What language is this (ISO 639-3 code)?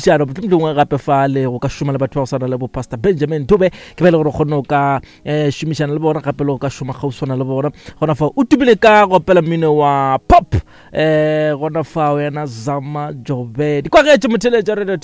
nso